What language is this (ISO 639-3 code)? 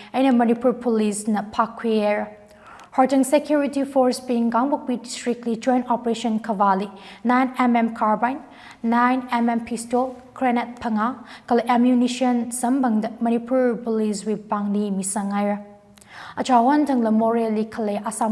nmf